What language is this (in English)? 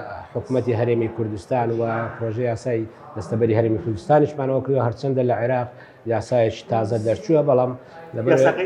Central Kurdish